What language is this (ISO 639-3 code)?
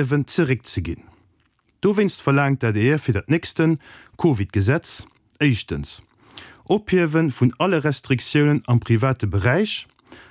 ltz